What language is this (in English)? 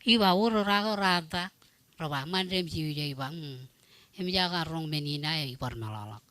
Marshallese